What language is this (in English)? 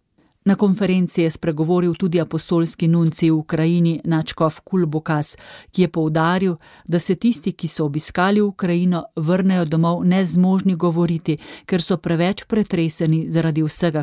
Slovenian